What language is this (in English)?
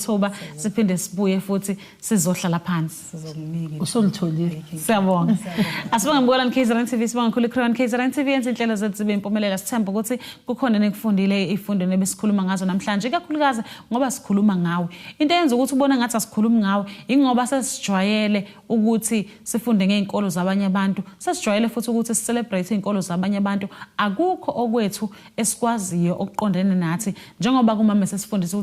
Zulu